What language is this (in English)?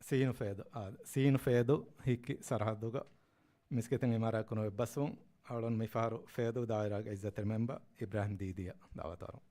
Divehi